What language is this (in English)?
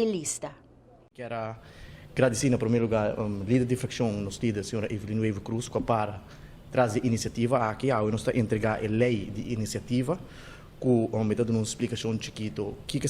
Papiamento